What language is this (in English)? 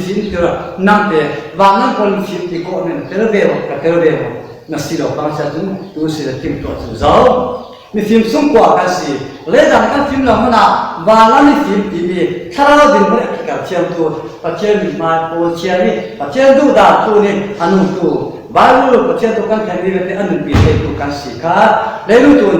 Falam Chin